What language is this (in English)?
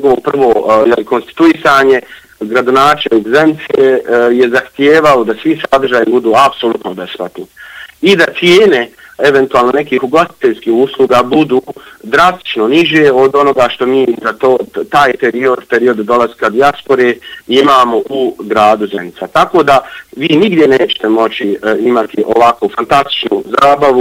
Bosnian